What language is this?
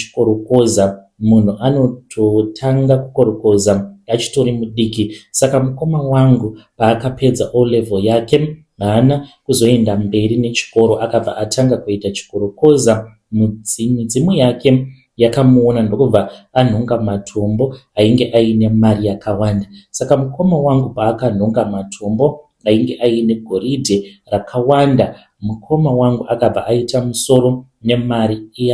Shona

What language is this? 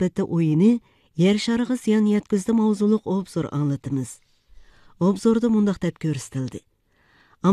Uyghur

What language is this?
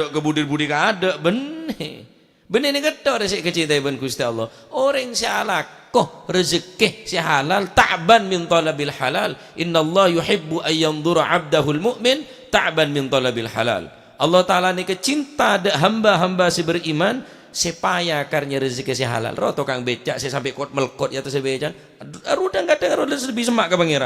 Madurese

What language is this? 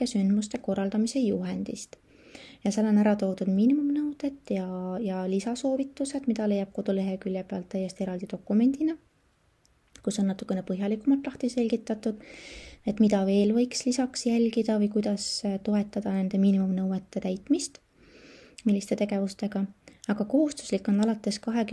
Estonian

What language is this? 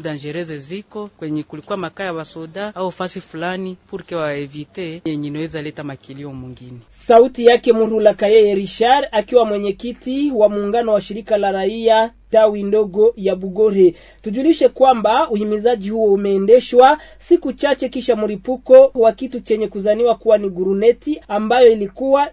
Swahili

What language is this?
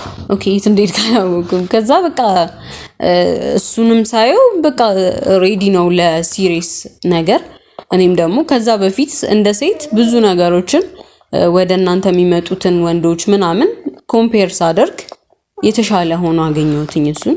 Amharic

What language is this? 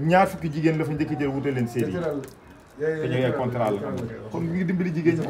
Wolof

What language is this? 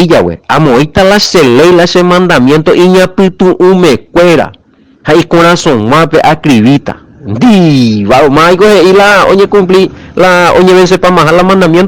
Guarani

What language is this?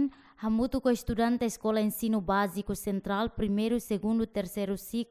Tetum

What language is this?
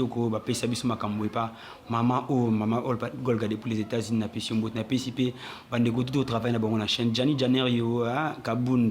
Lingala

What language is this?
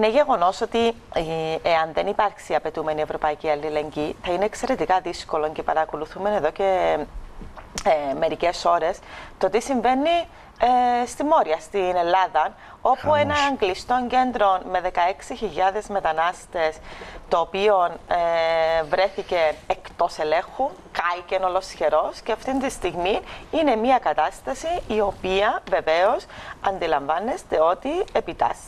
Greek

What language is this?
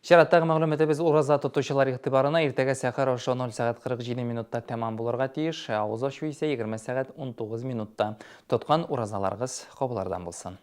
Tatar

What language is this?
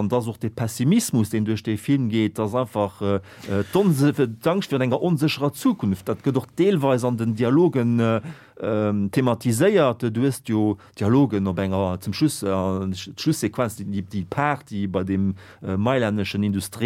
Luxembourgish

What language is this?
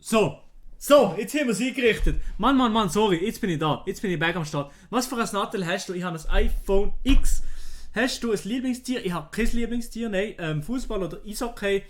Swiss German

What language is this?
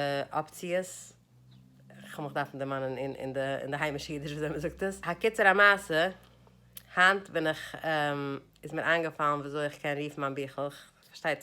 Yiddish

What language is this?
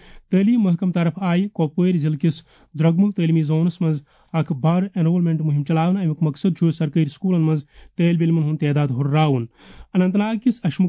Kashmiri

